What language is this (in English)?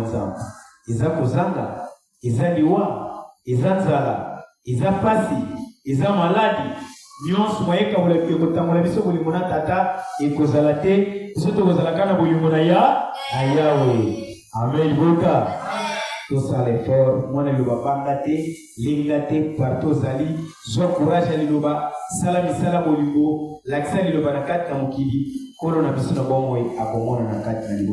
Lingala